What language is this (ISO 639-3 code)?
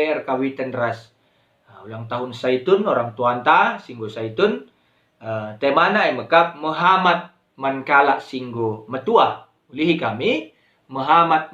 btx